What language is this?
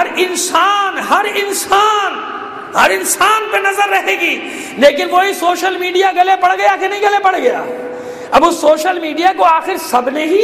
Urdu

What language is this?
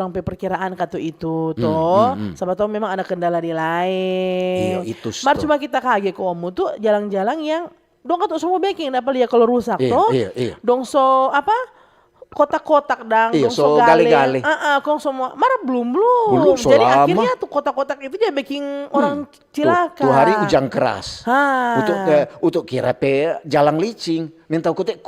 Manado Malay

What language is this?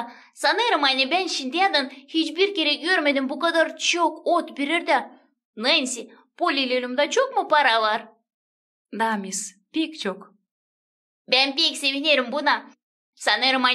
Gagauz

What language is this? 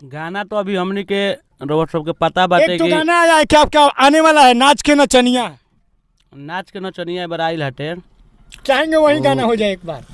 Bhojpuri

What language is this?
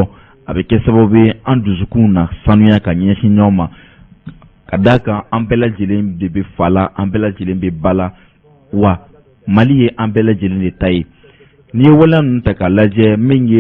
Bambara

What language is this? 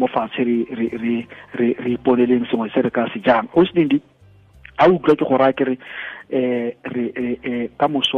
Tswana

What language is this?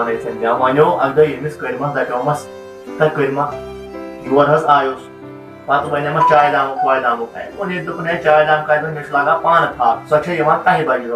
Kashmiri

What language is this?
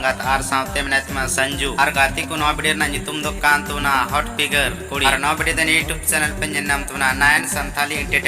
Santali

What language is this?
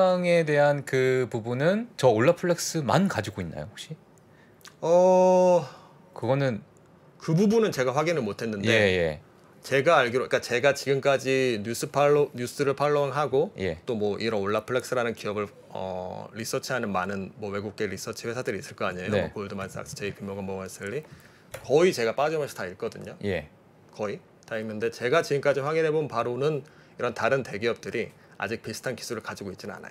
Korean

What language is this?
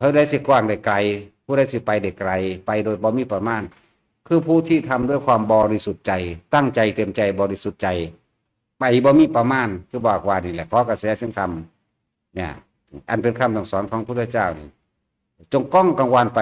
Northeastern Thai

